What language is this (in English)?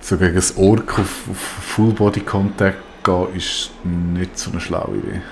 Swiss German